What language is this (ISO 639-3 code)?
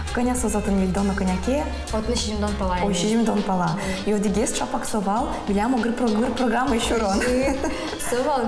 udm